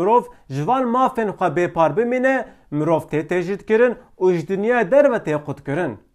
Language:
Kurdish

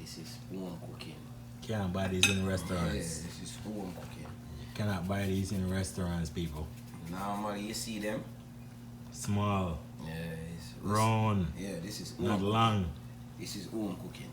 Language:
Jamaican Creole English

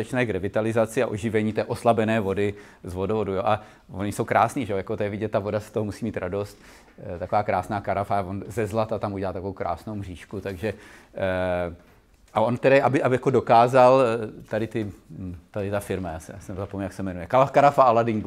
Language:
Czech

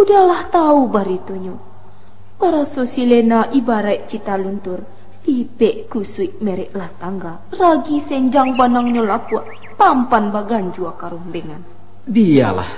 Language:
Minangkabau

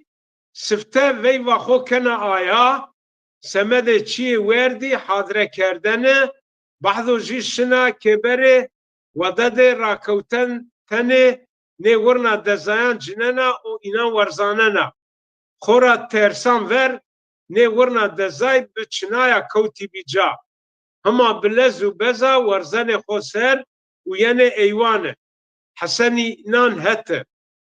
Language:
Zaza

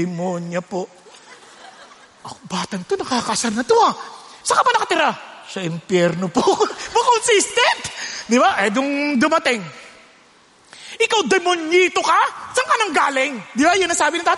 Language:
Filipino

